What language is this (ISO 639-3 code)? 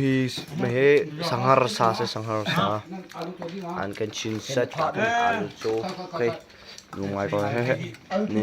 cnh